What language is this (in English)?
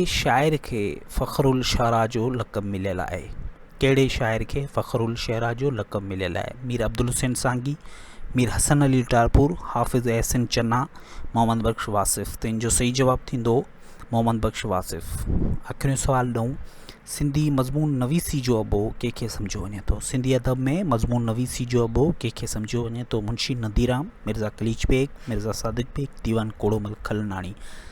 Sindhi